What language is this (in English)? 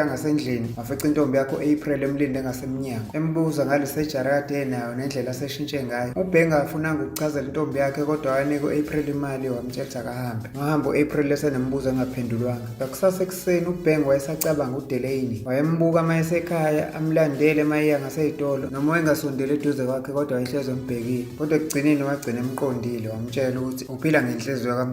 Zulu